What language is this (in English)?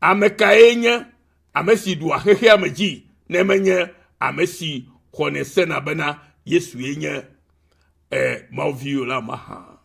Ewe